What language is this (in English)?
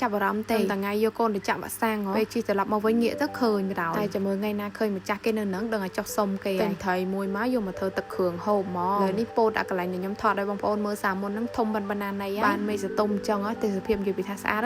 Khmer